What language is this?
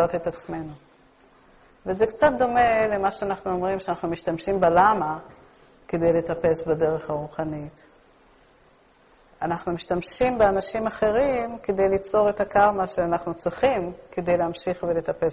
Hebrew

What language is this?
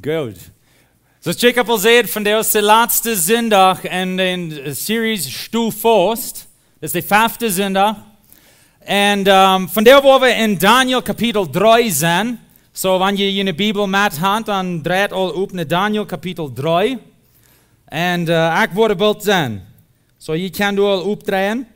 Plautdietsch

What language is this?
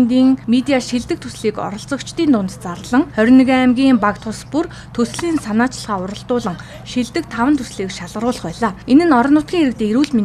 Mongolian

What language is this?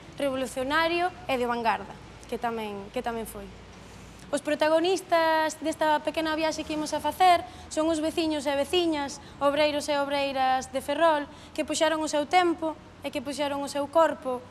Galician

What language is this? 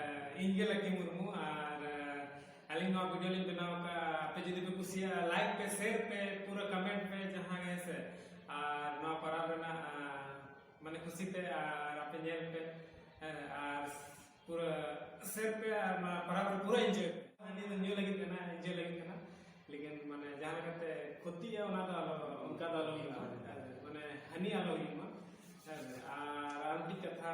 Santali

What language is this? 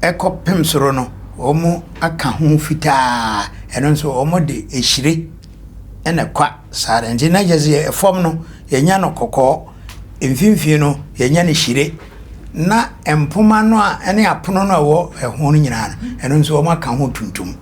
Akan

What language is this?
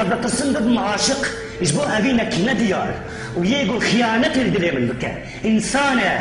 Kurdish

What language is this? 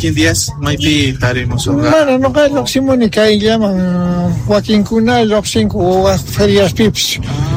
South Bolivian Quechua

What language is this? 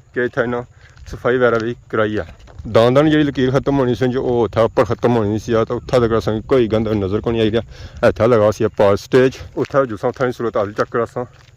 Pahari-Potwari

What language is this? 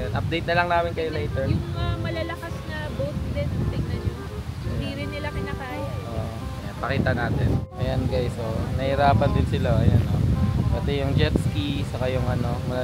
Filipino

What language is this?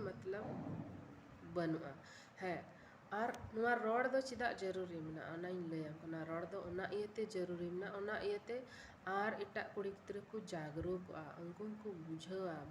Santali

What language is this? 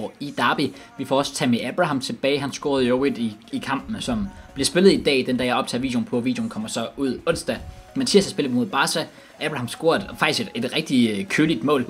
Danish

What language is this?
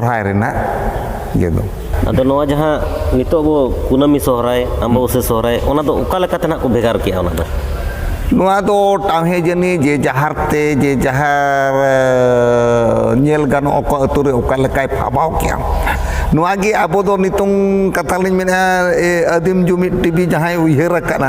Santali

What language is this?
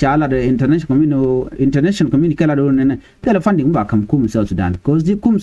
Nuer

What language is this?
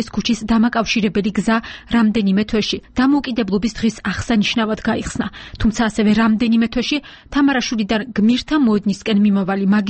Georgian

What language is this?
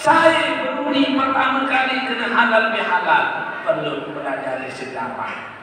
Sasak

